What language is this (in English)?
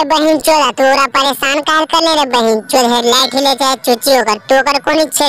Magahi